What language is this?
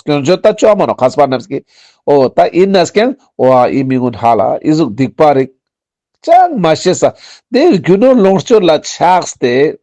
Ladakhi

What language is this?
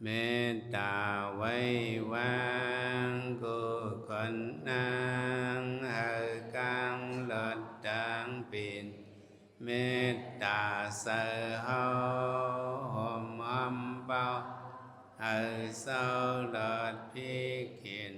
Shan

